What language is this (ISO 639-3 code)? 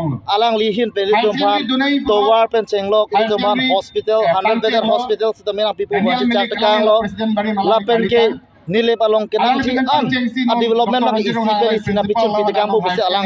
mjw